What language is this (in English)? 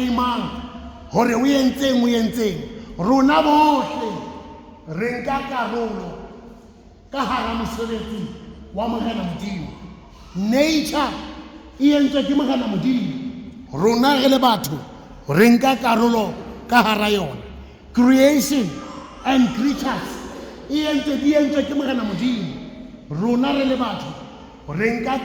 Southern Sotho